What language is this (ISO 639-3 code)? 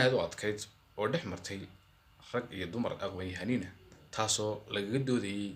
som